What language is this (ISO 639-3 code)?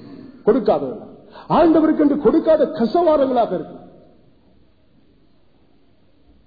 tam